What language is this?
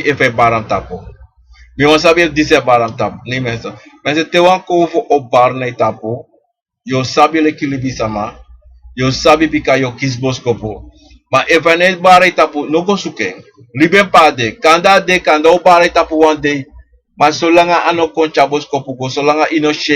Sranan Tongo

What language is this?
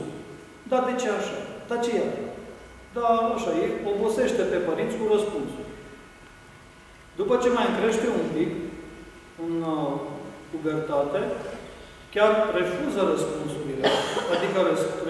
Romanian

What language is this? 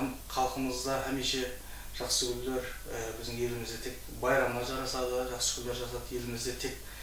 Kara-Kalpak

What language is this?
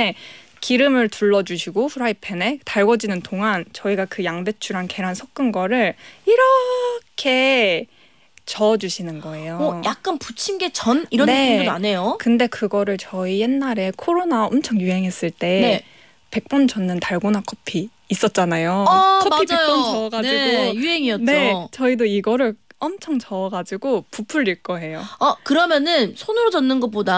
Korean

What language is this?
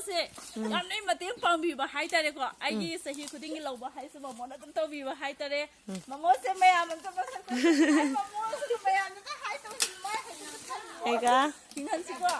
Manipuri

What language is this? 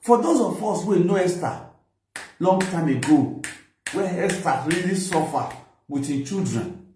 Nigerian Pidgin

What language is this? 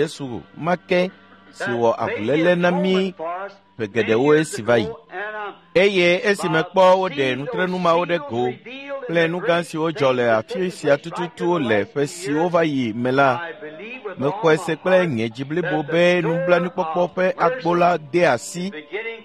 Ewe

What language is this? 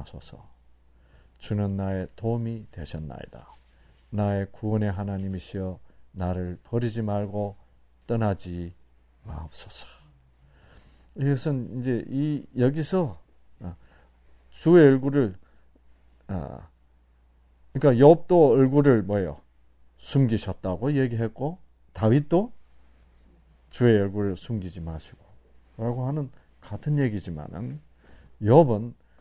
Korean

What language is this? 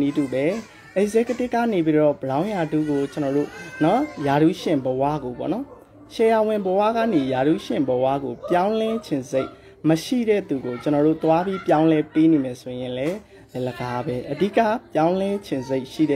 Burmese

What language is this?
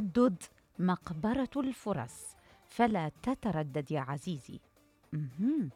Mesopotamian Arabic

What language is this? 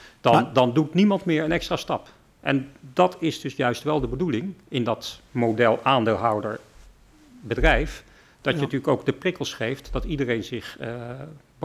Dutch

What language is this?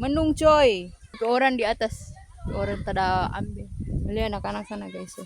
Manado Malay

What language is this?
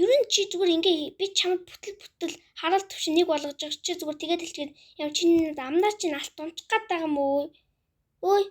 Mongolian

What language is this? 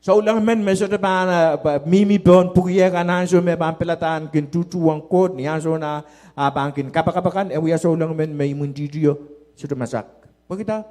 Pohnpeian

